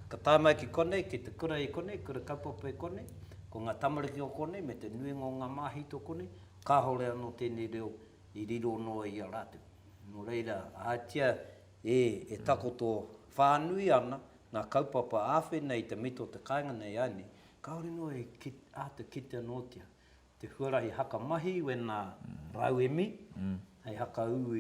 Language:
Māori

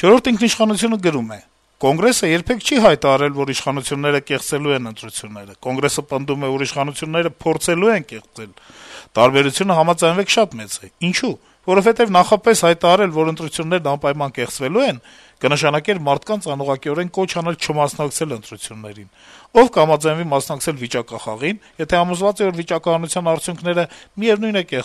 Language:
Armenian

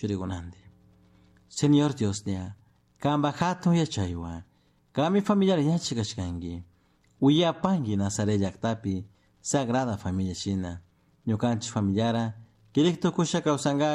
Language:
Chimborazo Highland Quichua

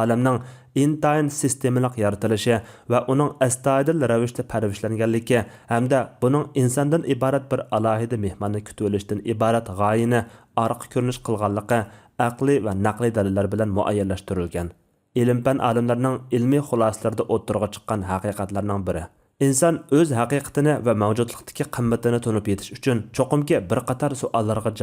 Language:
Uyghur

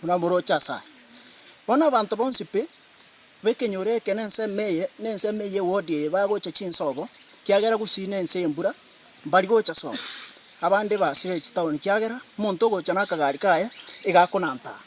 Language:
Gusii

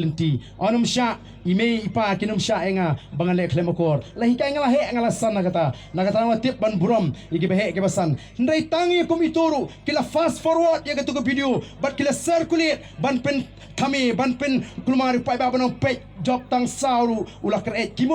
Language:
Khasi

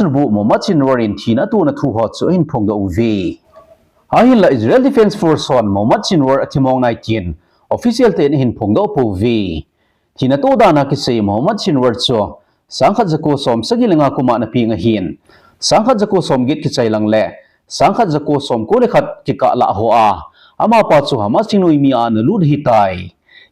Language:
Thado Chin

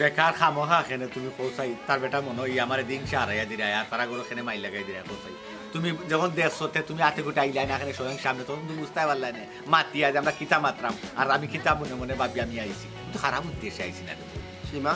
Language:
Sylheti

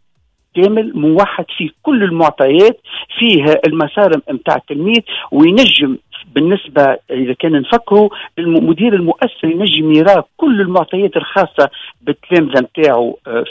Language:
Tunisian Arabic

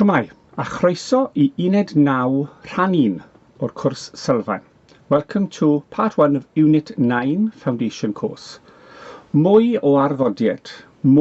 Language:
Welsh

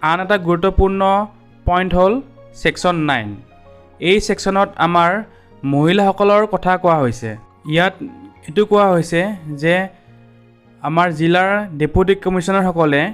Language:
Assamese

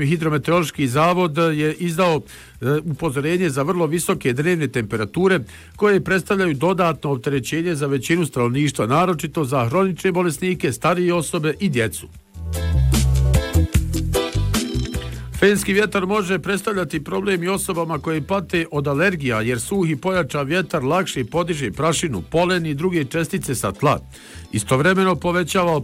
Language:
Bosnian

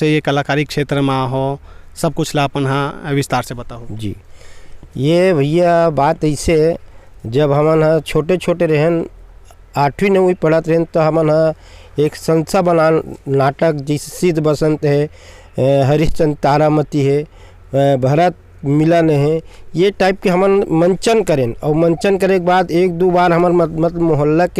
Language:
Chhattisgarhi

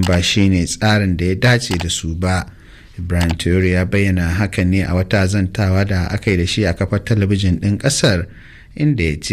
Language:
Hausa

